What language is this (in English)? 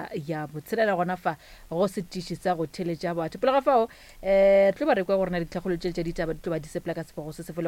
Northern Sotho